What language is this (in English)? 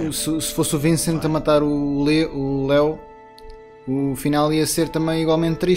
Portuguese